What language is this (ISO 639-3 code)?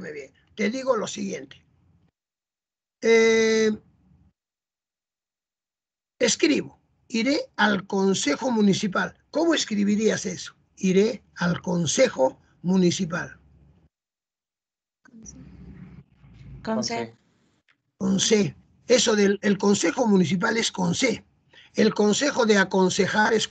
spa